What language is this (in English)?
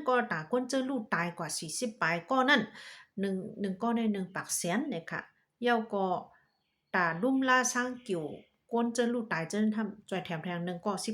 Shan